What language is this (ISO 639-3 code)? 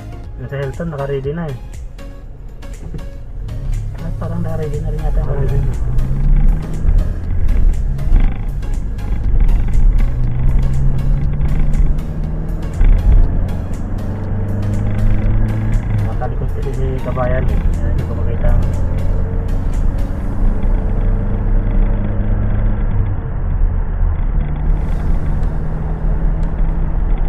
fil